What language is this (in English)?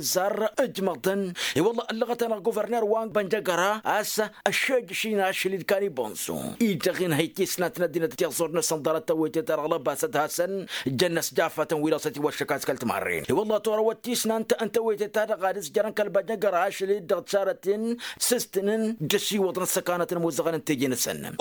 Tamasheq